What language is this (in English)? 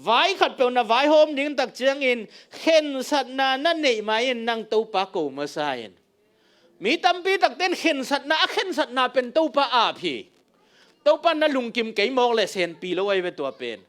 Tedim Chin